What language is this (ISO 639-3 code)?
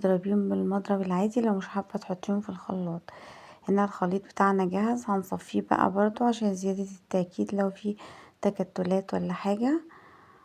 arz